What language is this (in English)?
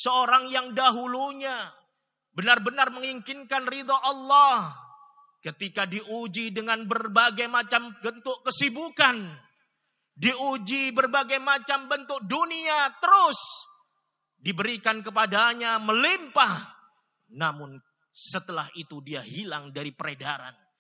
Indonesian